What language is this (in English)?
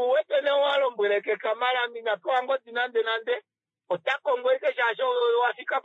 Kuanyama